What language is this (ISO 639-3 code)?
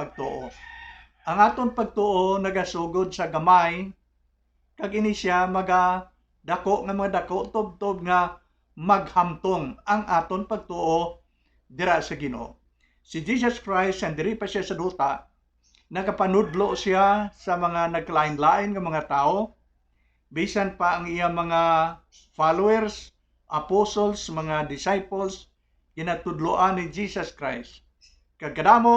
hil